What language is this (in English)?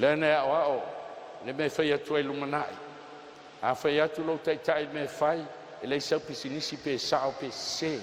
Samoan